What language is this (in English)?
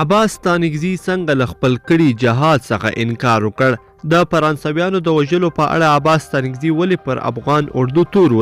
Pashto